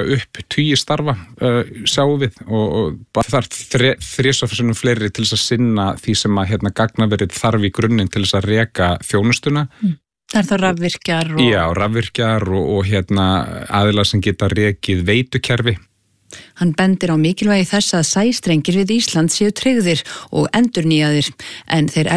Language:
Icelandic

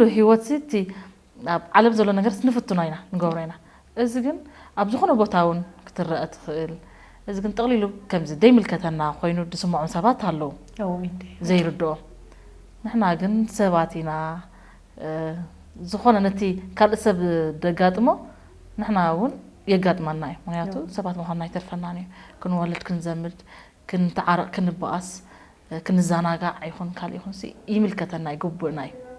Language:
Tigrinya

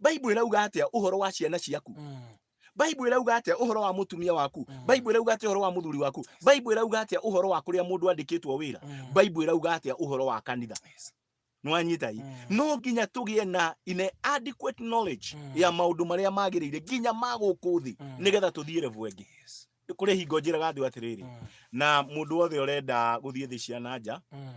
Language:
Kikuyu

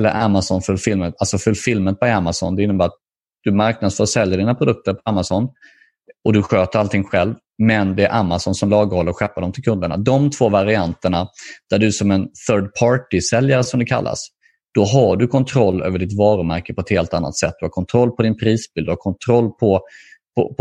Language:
Swedish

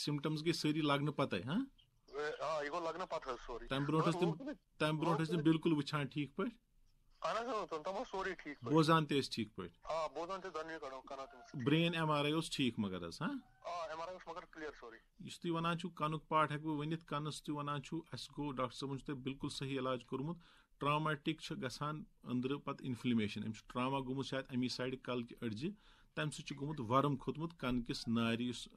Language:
Kashmiri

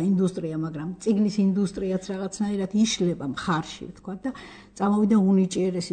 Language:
Georgian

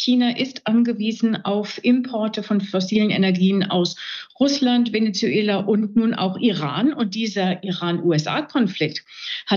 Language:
German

